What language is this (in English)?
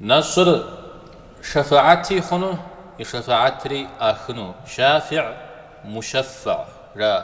Kabardian